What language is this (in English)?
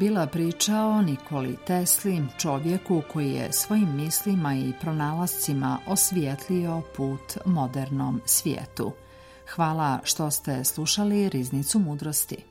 Serbian